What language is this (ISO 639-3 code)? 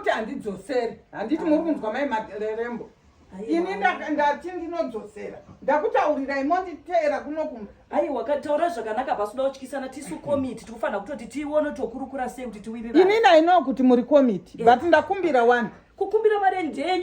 sna